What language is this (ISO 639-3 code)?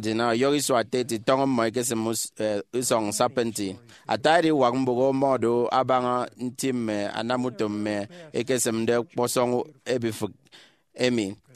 efi